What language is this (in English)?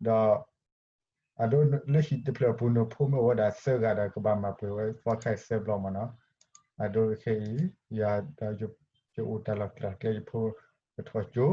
S'gaw Karen